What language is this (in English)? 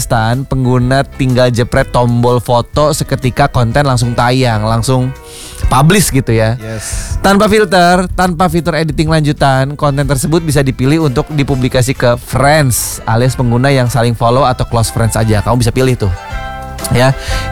Indonesian